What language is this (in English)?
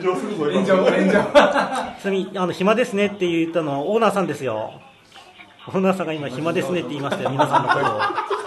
Japanese